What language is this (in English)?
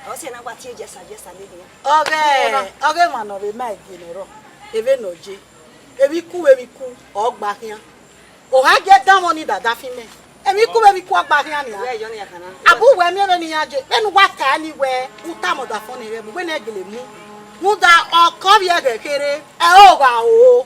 Bini